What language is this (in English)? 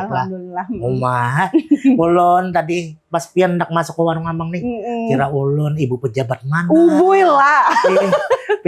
Banjar